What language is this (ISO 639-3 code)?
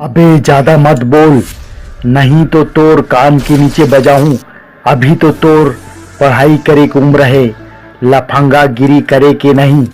hne